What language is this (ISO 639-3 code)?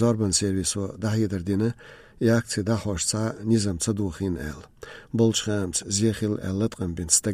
che